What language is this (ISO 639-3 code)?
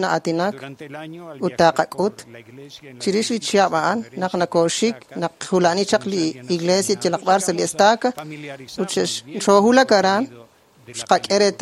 kek